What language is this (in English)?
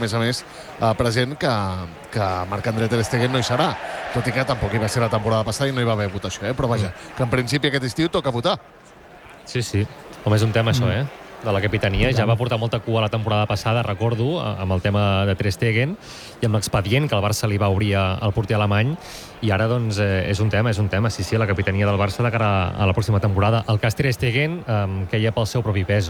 Catalan